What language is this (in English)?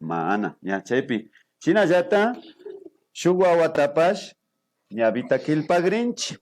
Imbabura Highland Quichua